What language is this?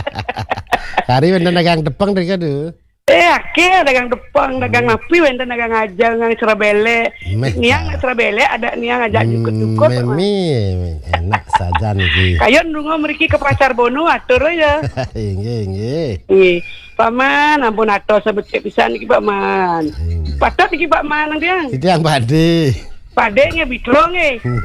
Balinese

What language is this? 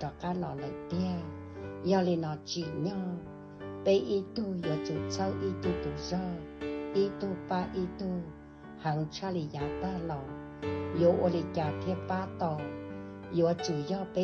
Hmong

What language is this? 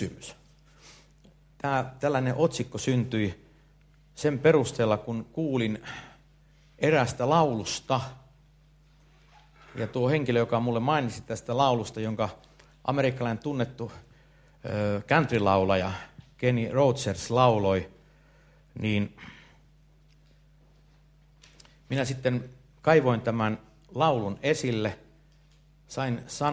Finnish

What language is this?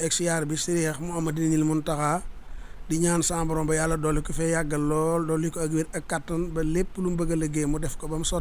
Wolof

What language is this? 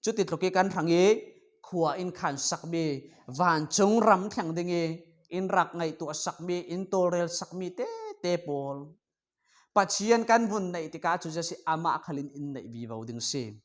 Falam Chin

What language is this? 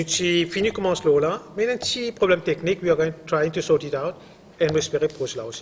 Morisyen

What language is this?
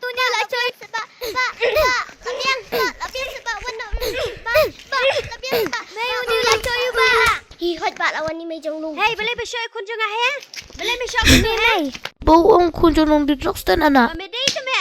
Khasi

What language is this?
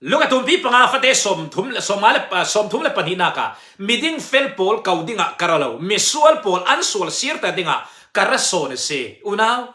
Falam Chin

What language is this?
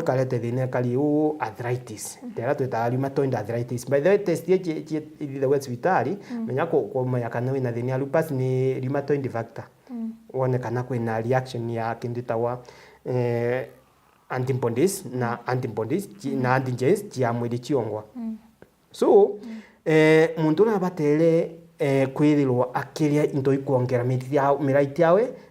Meru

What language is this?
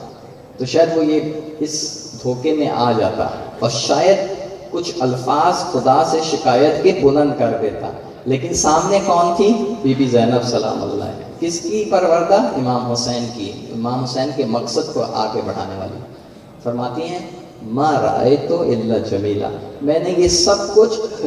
Urdu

